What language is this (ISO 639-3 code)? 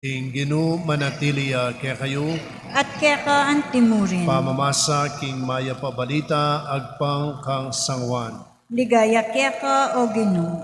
pam